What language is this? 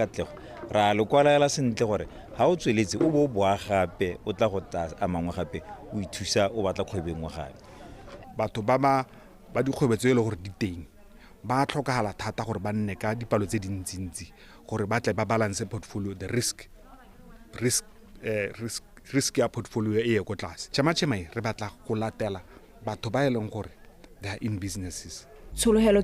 Tswana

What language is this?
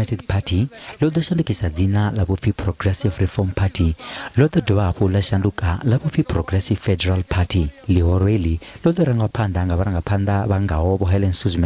Venda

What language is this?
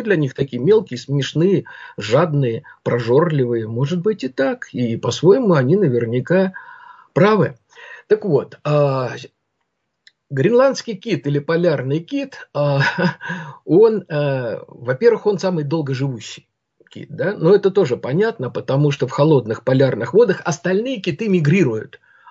Russian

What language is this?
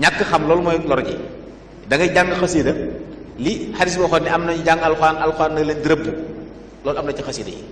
Wolof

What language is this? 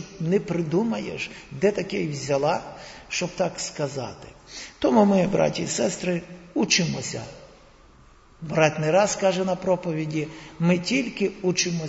Ukrainian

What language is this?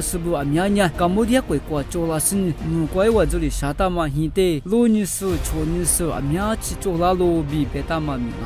Lisu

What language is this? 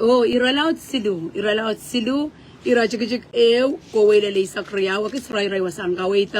Pohnpeian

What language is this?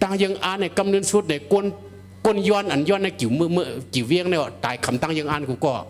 Shan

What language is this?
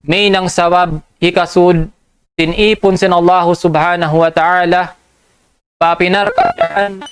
Tausug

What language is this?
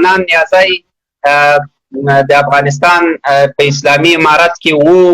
Pashto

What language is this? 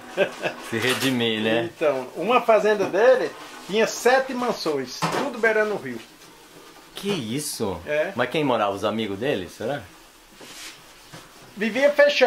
Portuguese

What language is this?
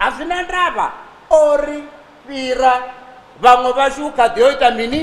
Venda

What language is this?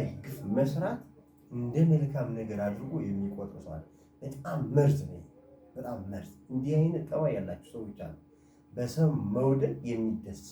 Amharic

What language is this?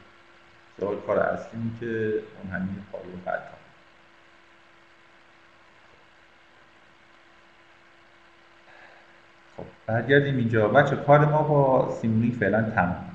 Persian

